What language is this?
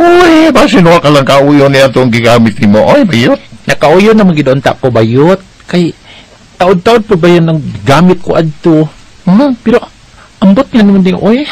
Cebuano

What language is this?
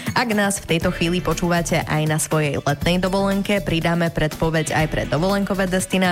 Slovak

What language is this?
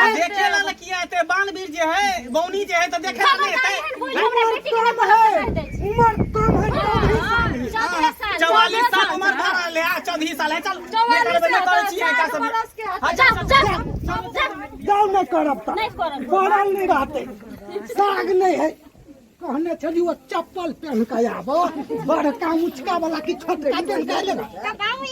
Maithili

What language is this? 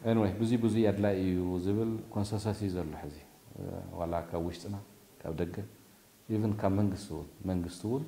Tigrinya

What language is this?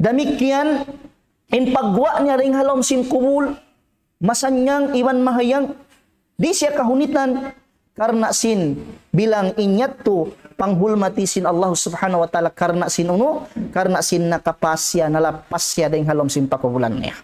Tausug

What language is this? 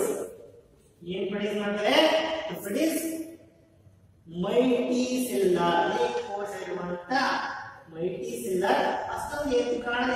Kannada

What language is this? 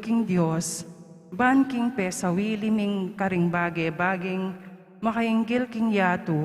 Pampanga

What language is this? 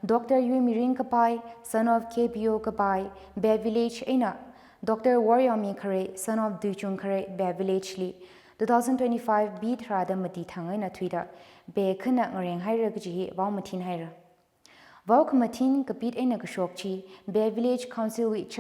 Tangkhul Naga (India)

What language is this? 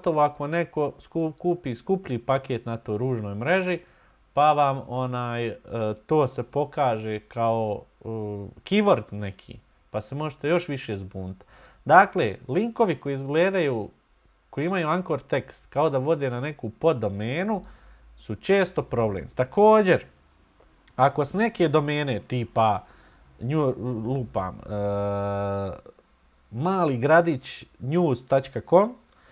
Bosnian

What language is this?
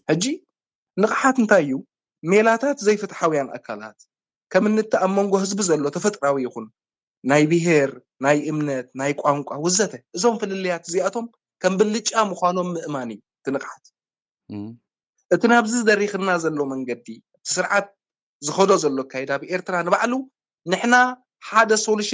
Tigrinya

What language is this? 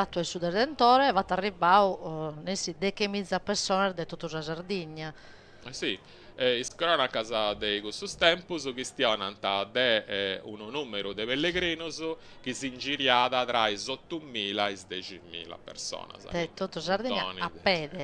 Sardinian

